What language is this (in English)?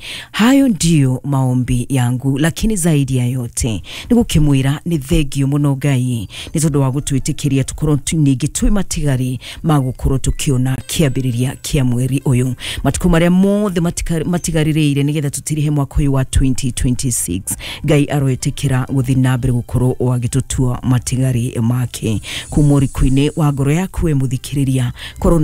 Kikuyu